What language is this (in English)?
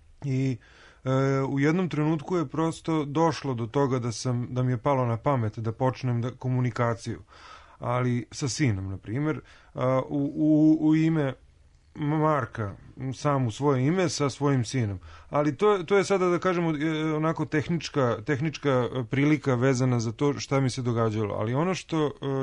Serbian